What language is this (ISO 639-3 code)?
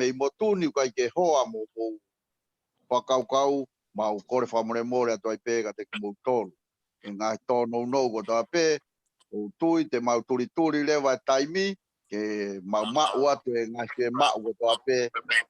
ton